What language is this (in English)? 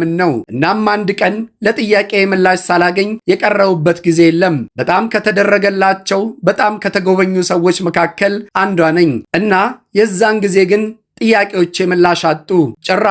Amharic